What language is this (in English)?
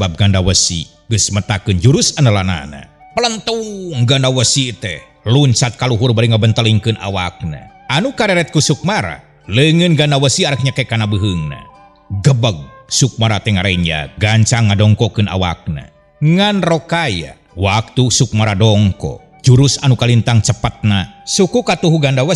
Sundanese